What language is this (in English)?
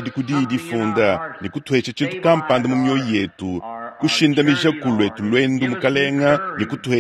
Luba-Lulua